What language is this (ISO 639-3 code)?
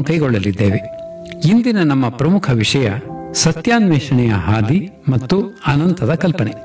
kan